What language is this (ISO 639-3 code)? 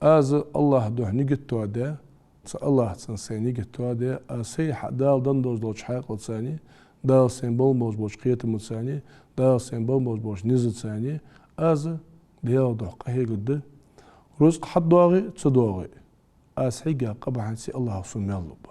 inh